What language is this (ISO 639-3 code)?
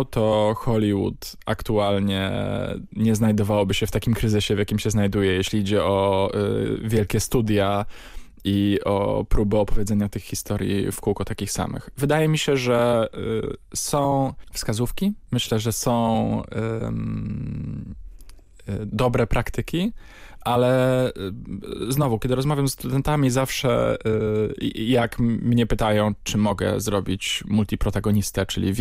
pol